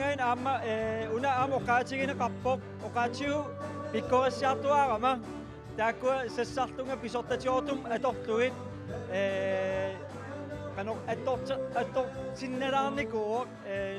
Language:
Kalaallisut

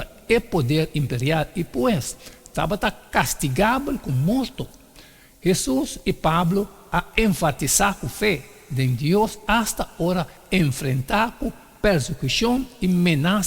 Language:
Papiamento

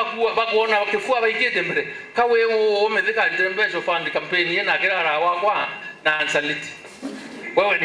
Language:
Meru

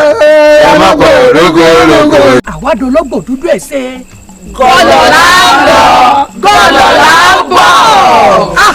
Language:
Yoruba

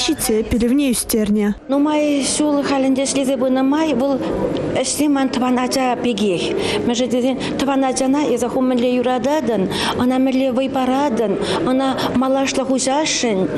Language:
Chuvash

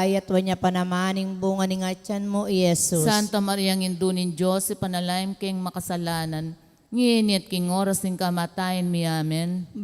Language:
Pampanga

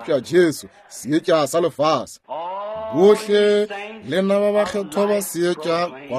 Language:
Northern Sotho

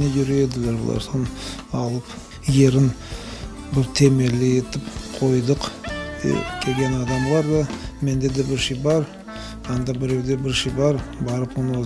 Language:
Crimean Tatar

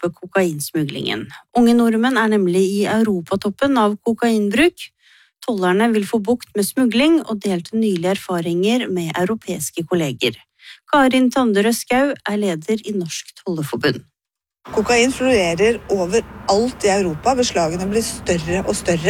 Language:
Norwegian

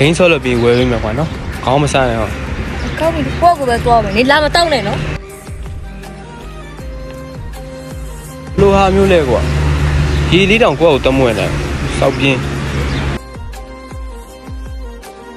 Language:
Burmese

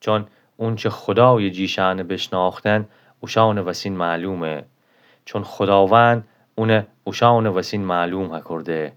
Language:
Gilaki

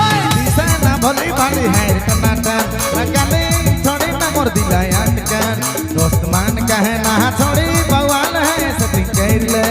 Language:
Sadri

